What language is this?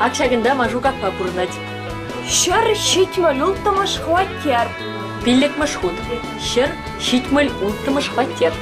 Chuvash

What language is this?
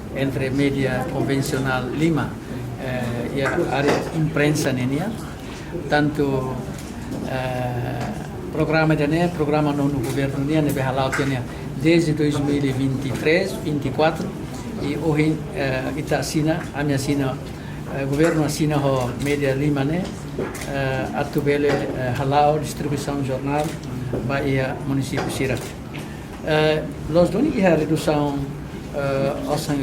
Tetum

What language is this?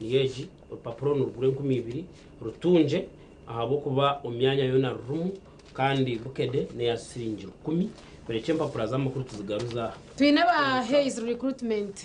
Nyankole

